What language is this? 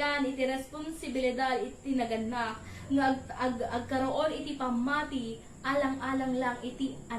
Iloko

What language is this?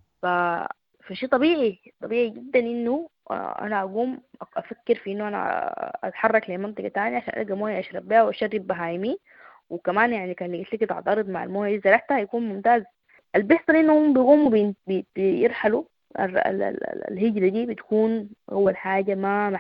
Sudanese Arabic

